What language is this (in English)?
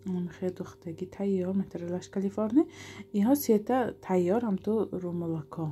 Tajik